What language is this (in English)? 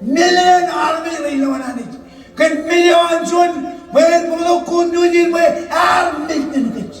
Marshallese